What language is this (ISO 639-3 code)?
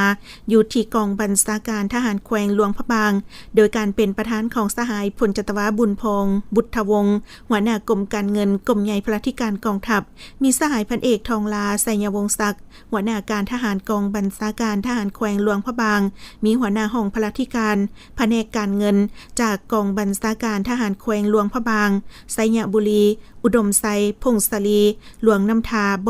lao